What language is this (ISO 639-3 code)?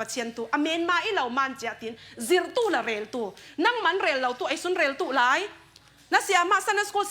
cfm